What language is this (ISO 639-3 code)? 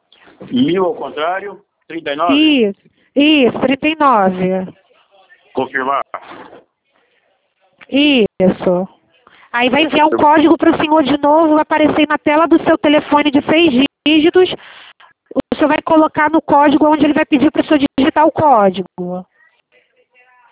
por